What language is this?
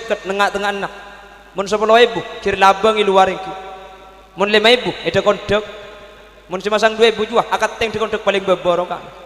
Madurese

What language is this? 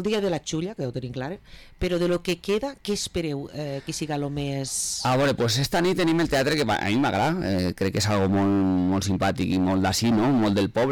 Catalan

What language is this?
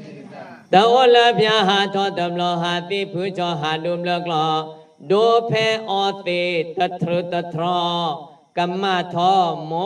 S'gaw Karen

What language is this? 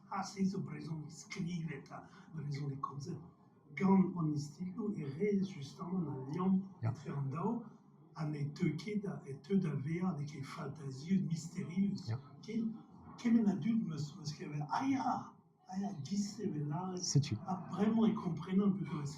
Breton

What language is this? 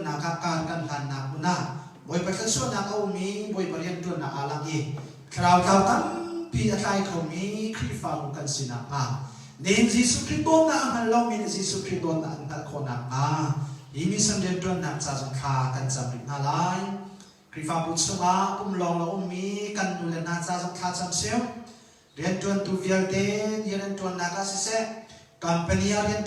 Hakha Chin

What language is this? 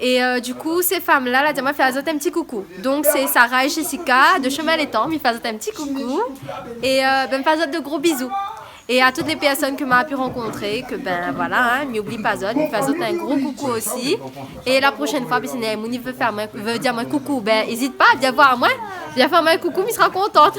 Réunion Creole French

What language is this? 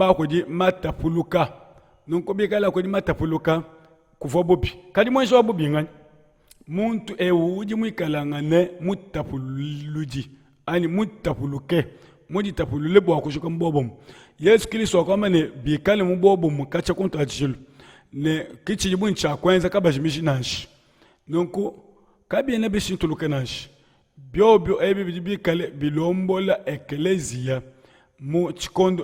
Luba-Lulua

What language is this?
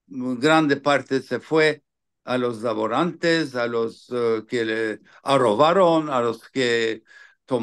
Ladino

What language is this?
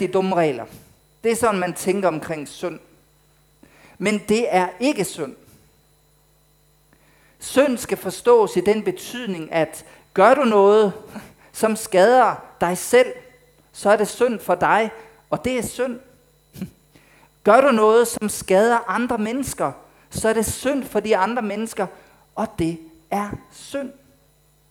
Danish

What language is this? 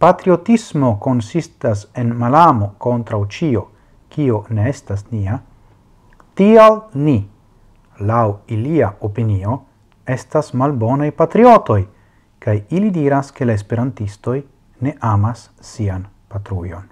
Esperanto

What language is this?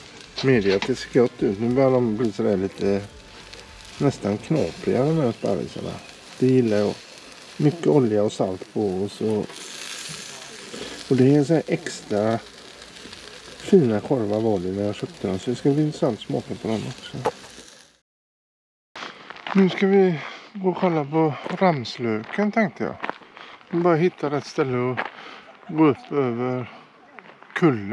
Swedish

